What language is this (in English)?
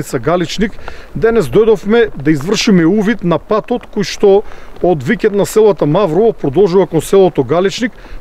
Macedonian